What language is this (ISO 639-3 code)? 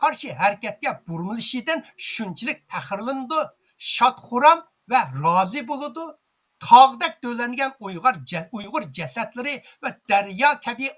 uig